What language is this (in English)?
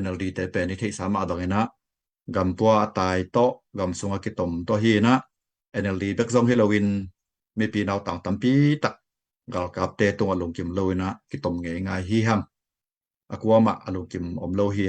Tedim Chin